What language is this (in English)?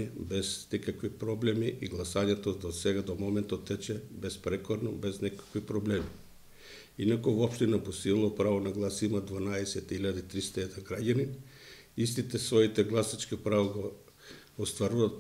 Macedonian